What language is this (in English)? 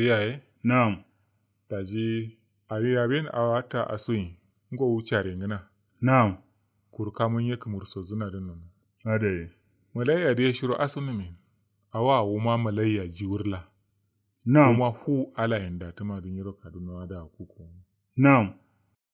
Kanuri